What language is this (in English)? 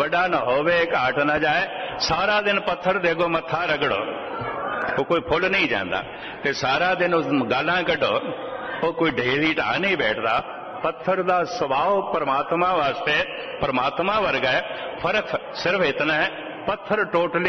Punjabi